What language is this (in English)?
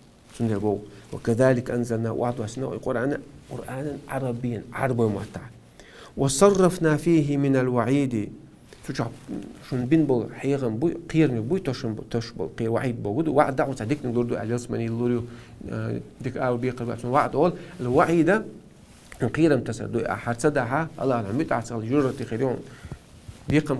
Chechen